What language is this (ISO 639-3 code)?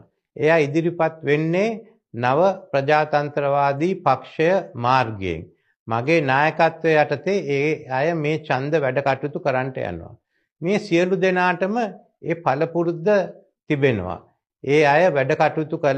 sin